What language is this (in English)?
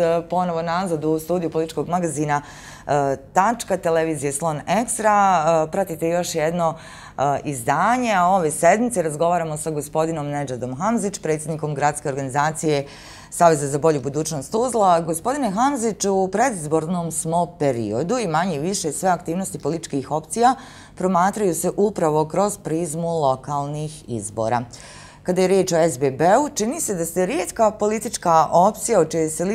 Bosnian